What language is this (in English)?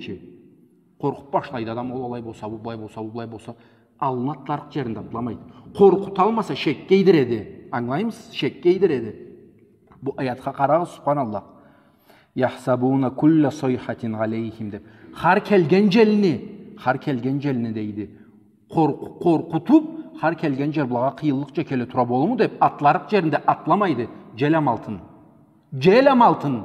Karachay-Balkar